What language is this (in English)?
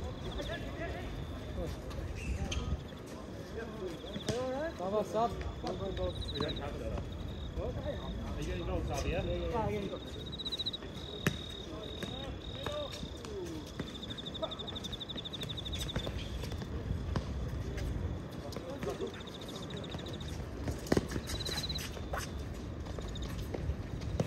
English